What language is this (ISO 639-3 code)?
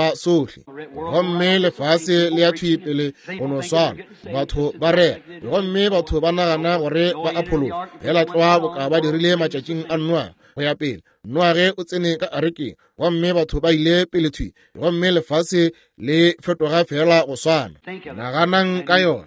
nso